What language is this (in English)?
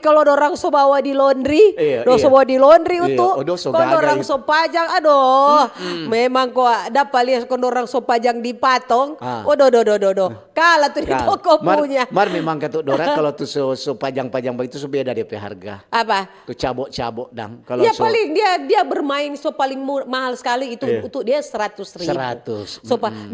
Manado Malay